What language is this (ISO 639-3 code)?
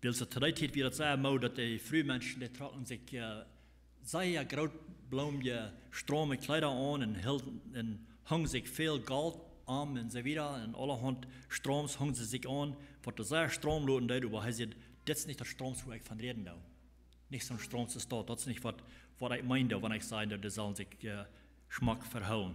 pdt